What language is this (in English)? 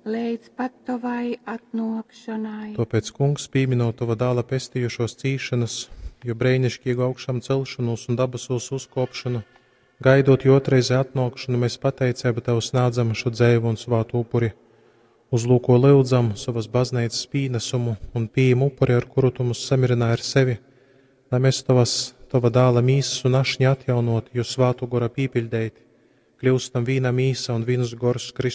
Latgalian